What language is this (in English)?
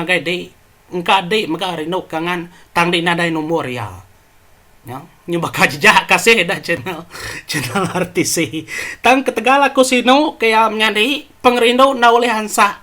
Iban